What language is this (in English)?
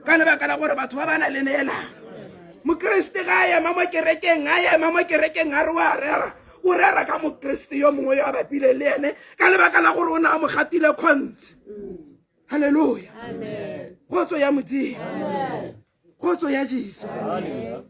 Tswana